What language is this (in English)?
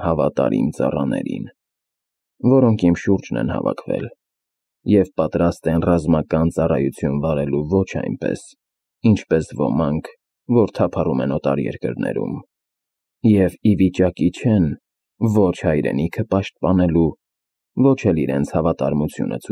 Armenian